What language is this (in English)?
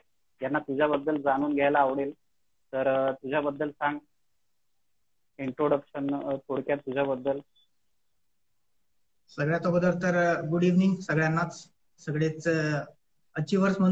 Marathi